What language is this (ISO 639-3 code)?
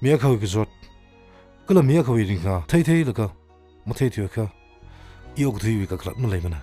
nmf